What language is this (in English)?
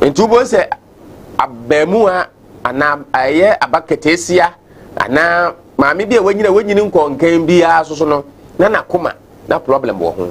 Akan